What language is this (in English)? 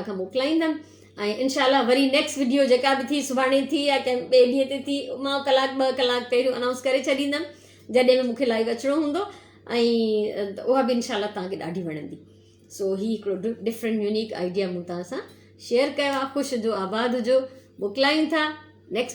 Sindhi